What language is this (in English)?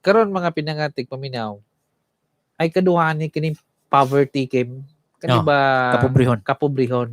Cebuano